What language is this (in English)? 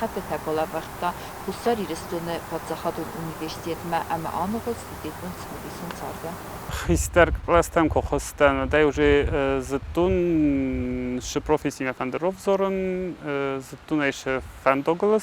Ossetic